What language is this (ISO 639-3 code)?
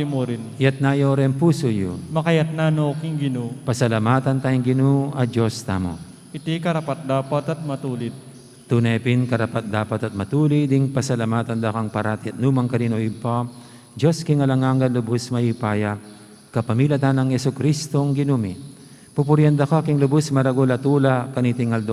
pam